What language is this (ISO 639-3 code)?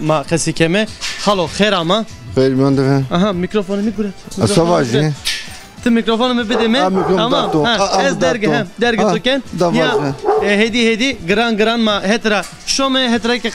zza